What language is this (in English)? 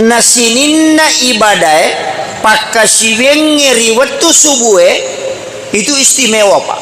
Buginese